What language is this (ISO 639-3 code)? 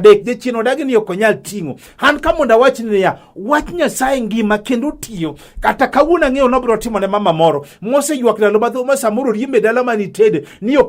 luo